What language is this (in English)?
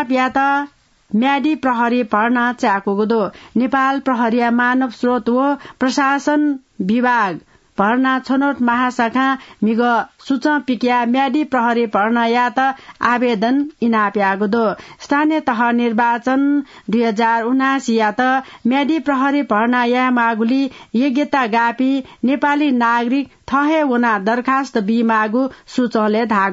Newari